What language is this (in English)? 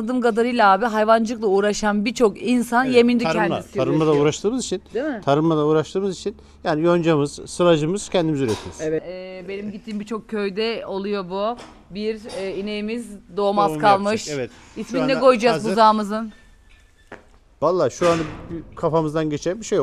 Turkish